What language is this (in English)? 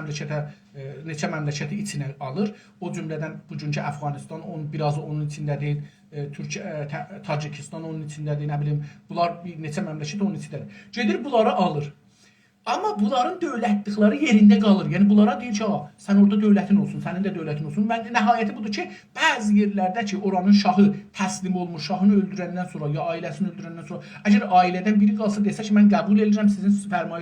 South Azerbaijani